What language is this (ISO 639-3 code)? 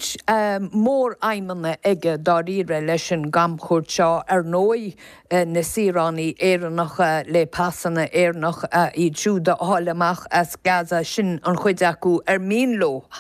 gle